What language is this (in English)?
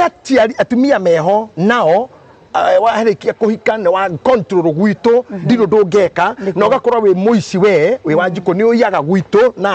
Kikuyu